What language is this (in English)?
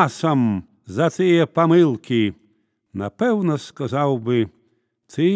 Belarusian